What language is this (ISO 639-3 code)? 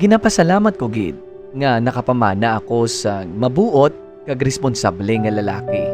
hil